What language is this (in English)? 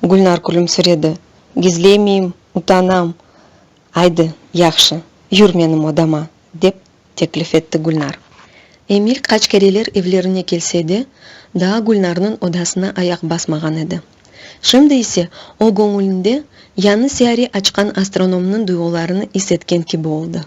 Crimean Tatar